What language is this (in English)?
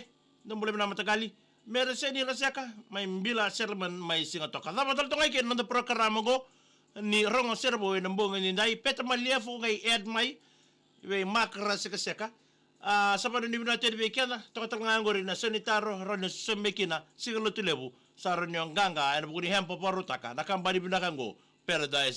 Fijian